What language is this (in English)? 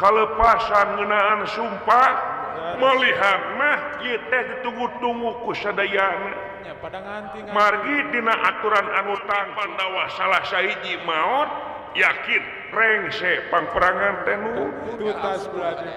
Sundanese